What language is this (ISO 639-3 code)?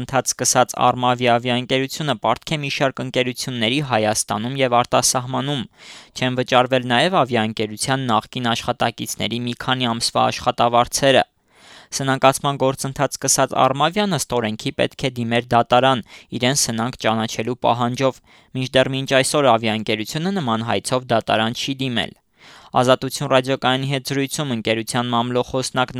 hye